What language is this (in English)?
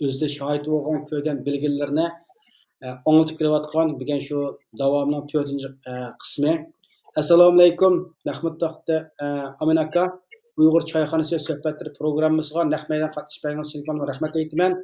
Uyghur